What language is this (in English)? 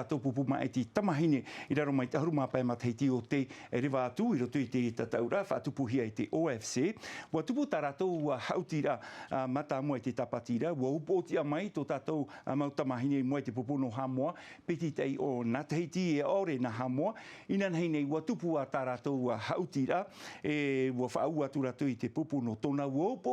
Tahitian